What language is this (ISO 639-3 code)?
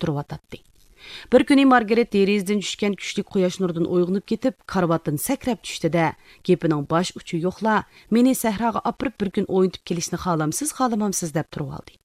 uig